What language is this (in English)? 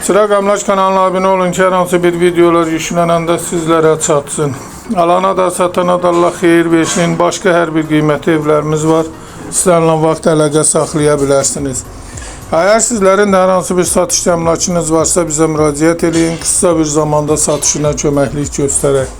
Azerbaijani